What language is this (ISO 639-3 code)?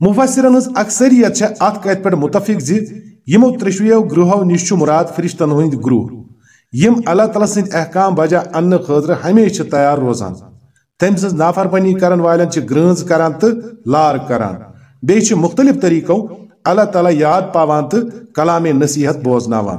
kas